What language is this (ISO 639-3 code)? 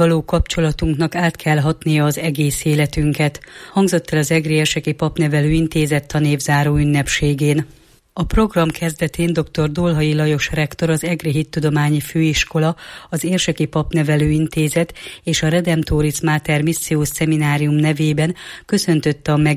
hun